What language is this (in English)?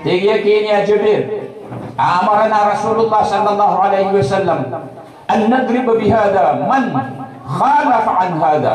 Maranao